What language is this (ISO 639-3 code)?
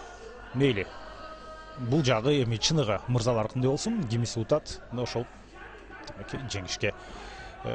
kir